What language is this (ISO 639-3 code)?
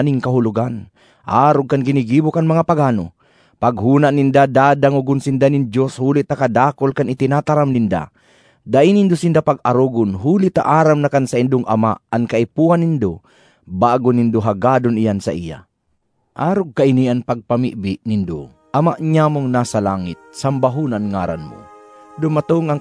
bik